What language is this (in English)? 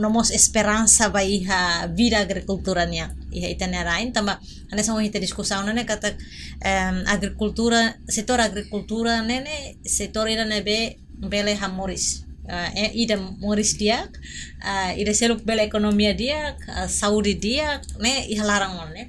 Tetum